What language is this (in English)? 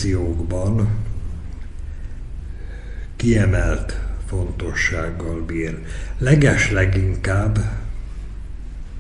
Hungarian